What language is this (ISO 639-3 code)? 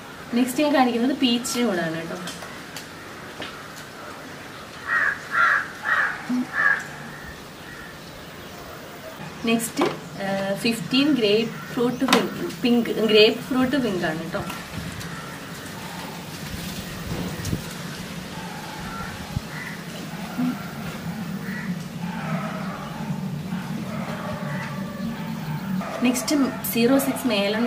mal